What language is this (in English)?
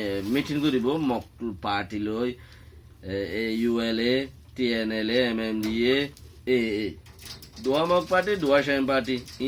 Rohingya